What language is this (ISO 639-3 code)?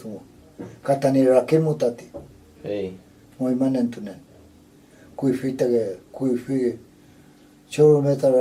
arn